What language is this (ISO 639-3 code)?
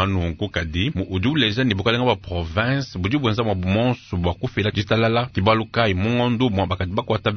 lua